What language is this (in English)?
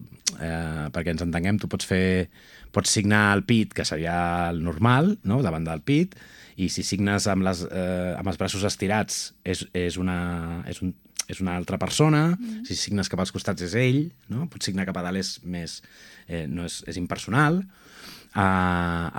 Catalan